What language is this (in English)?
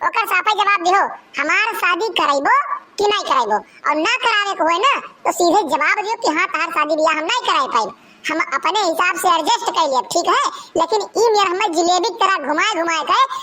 Awadhi